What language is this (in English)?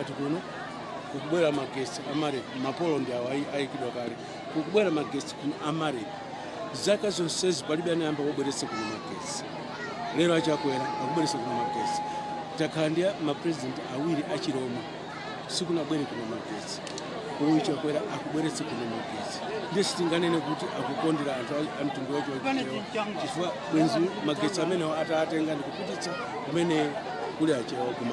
Nyanja